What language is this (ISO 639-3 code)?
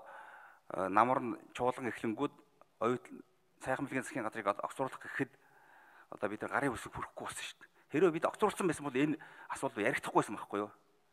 mon